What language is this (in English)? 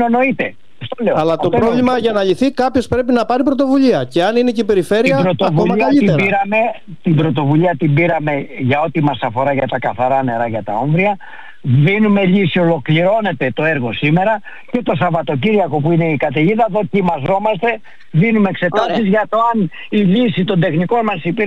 Greek